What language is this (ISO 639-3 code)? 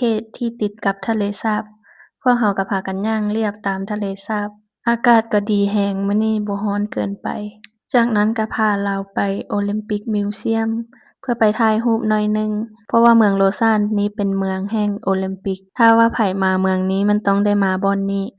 lao